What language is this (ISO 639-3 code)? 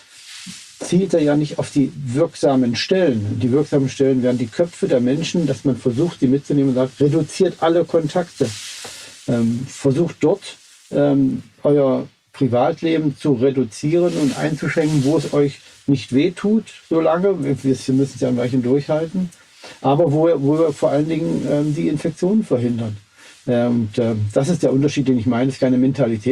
deu